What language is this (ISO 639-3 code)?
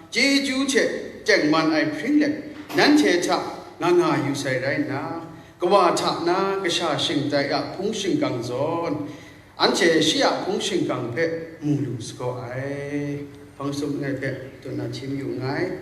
kac